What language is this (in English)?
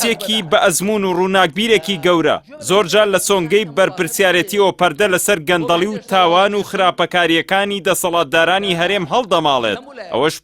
Central Kurdish